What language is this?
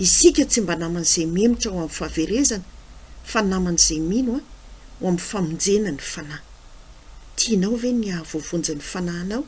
Malagasy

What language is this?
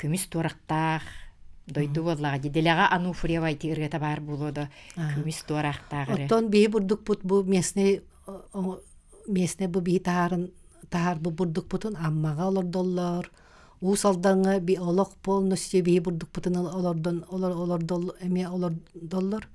Yakut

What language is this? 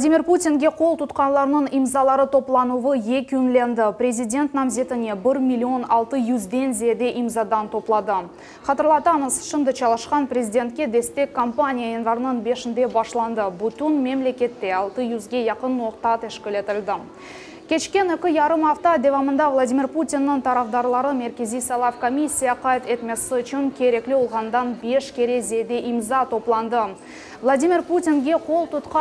Crimean Tatar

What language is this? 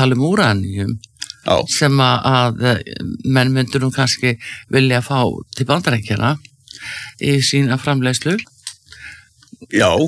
Icelandic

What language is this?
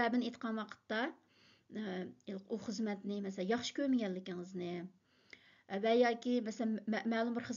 Uyghur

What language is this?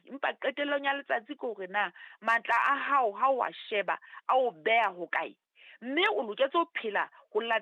Southern Sotho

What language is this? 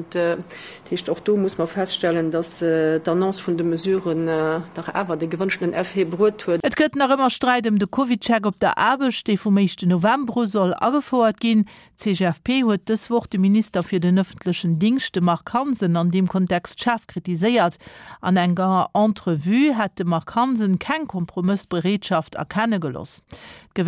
Luxembourgish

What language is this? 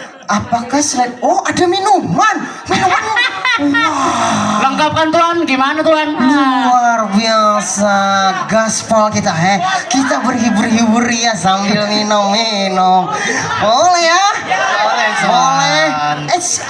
Banjar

